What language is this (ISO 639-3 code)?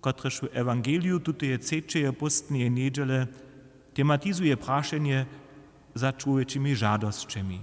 hsb